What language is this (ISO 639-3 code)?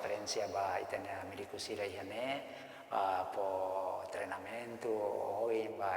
tet